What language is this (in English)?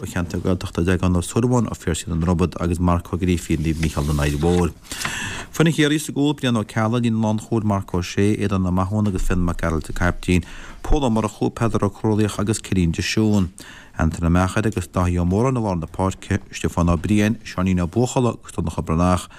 Irish